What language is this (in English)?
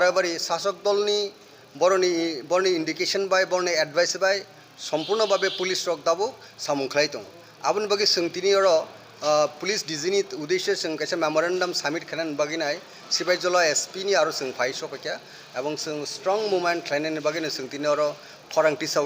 Kok Borok